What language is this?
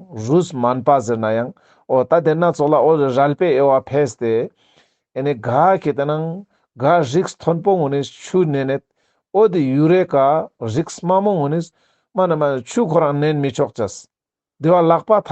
Ladakhi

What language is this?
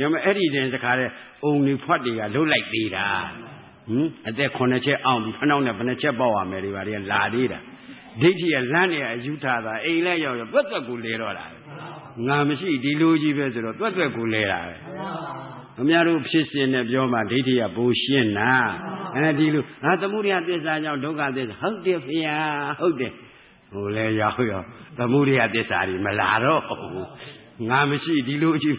Burmese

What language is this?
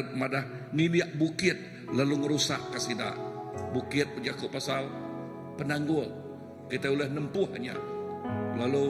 Iban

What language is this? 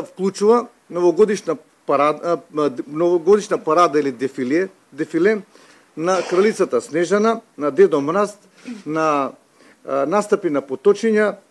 Macedonian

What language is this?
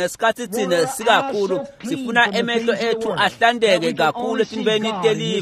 Swati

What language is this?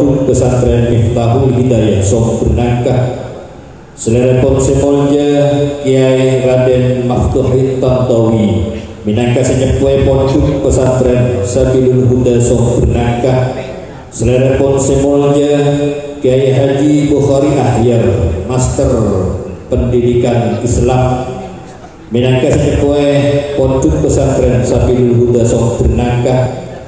Madurese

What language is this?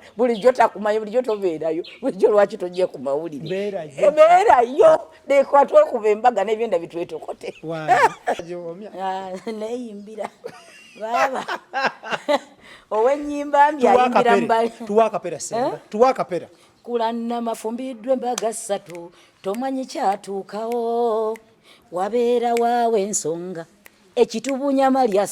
Ganda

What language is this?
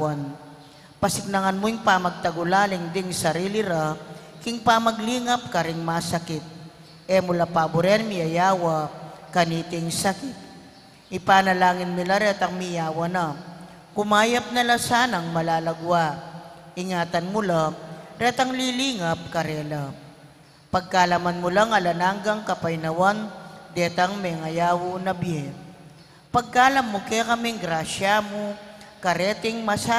Pampanga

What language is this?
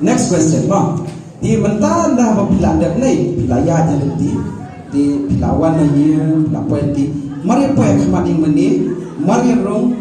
Khasi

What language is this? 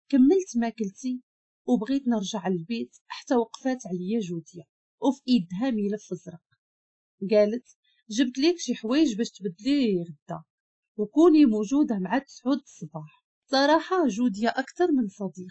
Moroccan Arabic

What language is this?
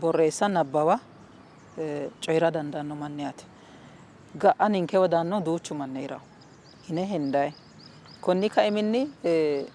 Sidamo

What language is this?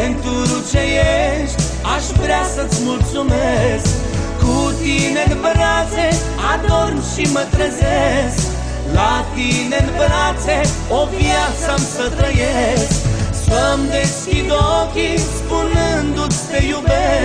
Romanian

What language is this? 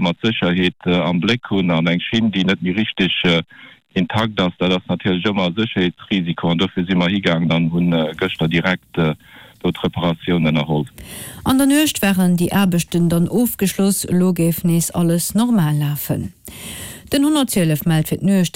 Luxembourgish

